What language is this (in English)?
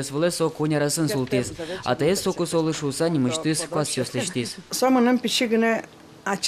Udmurt